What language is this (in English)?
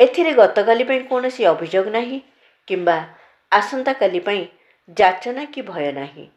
Odia